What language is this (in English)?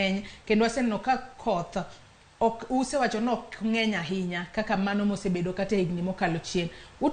Luo (Kenya and Tanzania)